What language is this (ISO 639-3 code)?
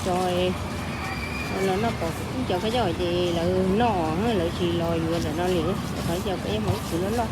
hmn